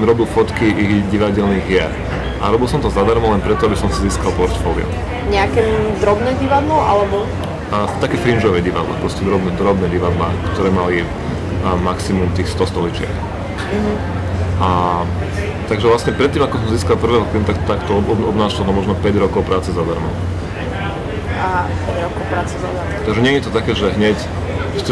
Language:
Slovak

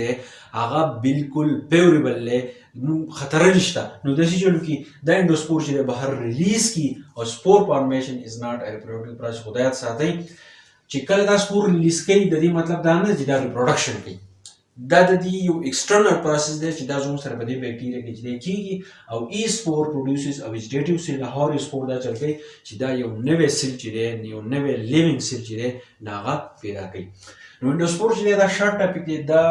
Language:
Pashto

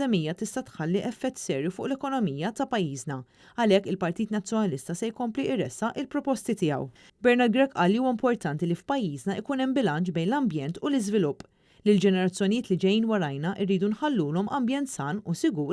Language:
Maltese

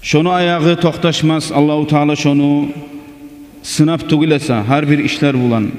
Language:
Kumyk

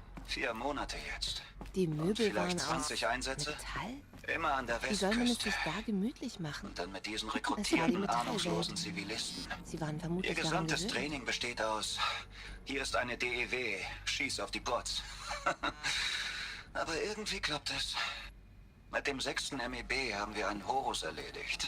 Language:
Swiss German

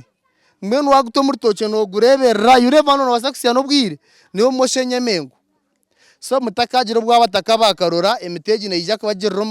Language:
Nyankole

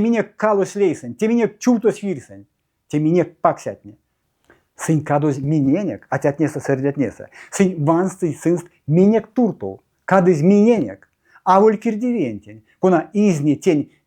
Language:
Erzya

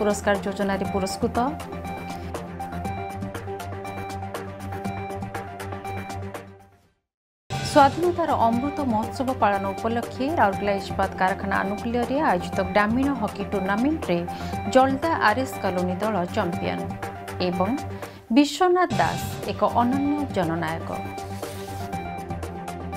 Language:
Odia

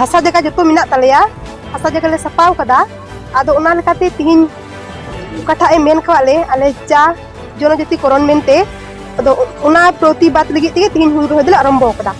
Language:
Santali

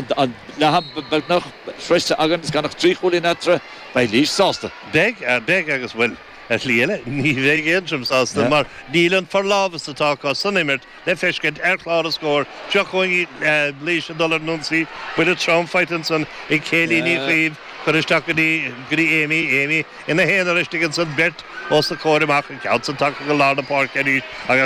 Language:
Irish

